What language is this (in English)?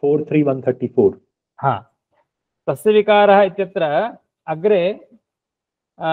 Sanskrit